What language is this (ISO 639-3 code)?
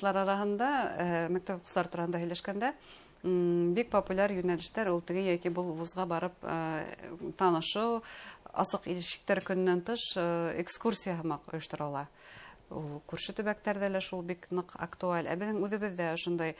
bak